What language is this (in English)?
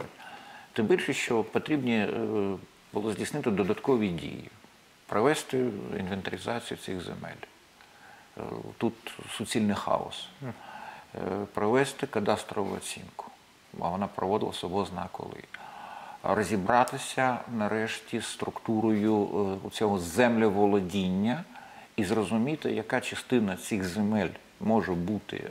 Ukrainian